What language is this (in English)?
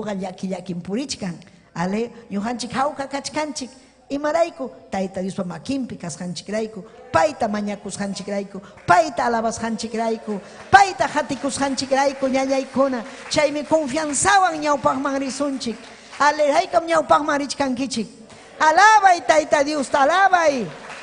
Ayacucho Quechua